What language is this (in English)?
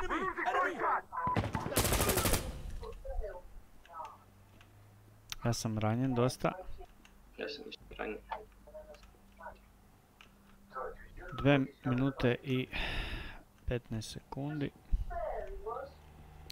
Croatian